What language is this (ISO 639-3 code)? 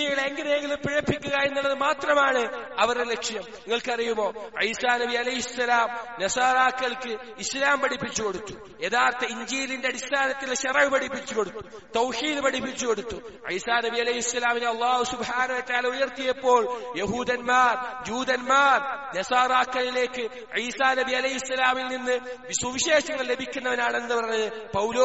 mal